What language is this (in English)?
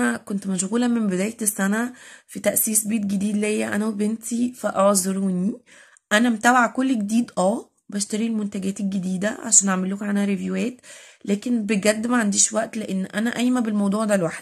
Egyptian Arabic